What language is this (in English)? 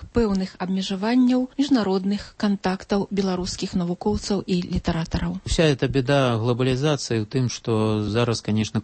Belarusian